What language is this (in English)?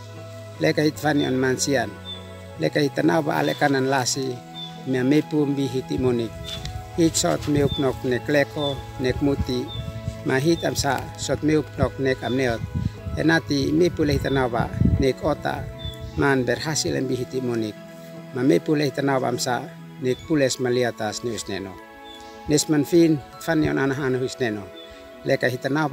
Uab Meto